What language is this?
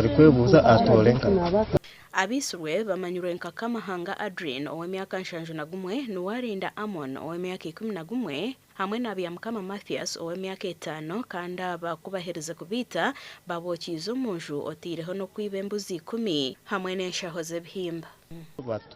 Nyankole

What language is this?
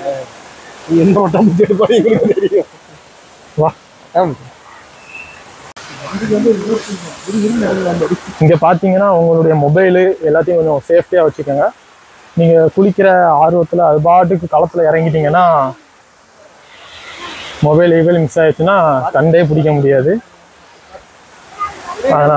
Tamil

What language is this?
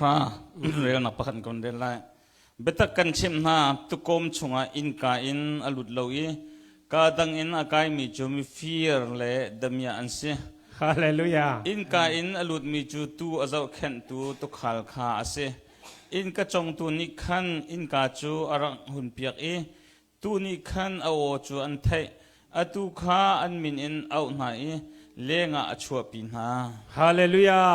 Hakha Chin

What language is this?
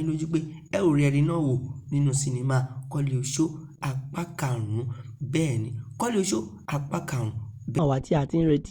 Yoruba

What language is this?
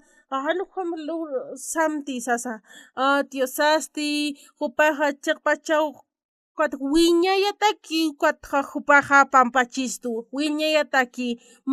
Aymara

